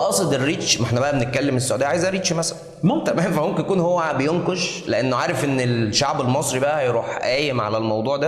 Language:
Egyptian Arabic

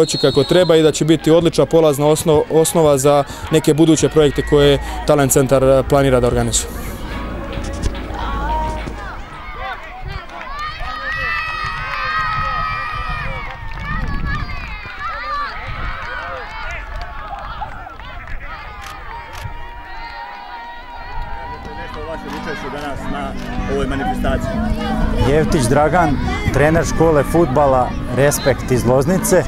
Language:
Serbian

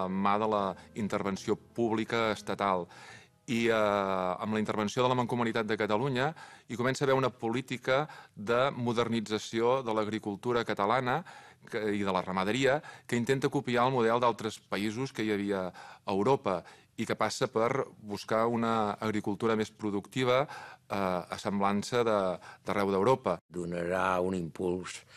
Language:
Catalan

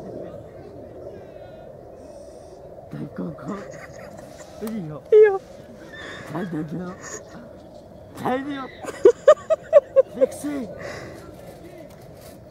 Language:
Czech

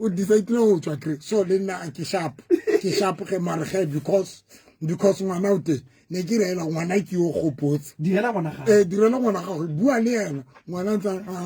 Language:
Southern Sotho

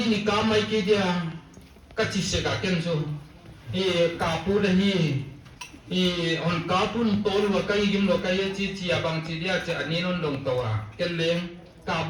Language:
Paite Chin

